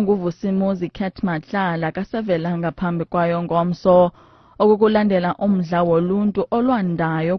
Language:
Xhosa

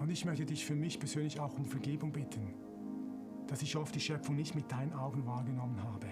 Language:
Swiss German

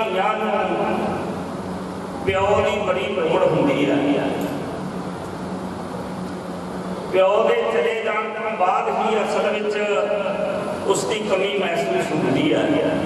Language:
Punjabi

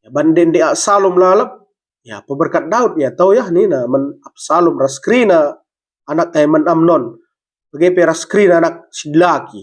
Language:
Batak Karo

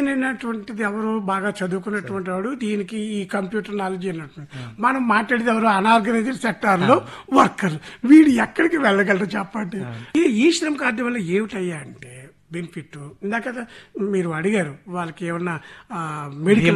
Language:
Telugu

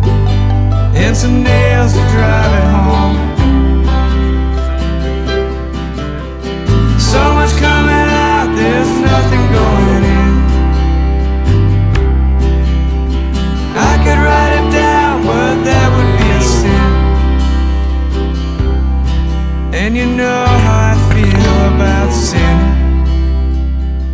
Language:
English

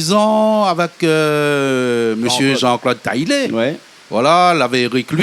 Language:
Réunion Creole French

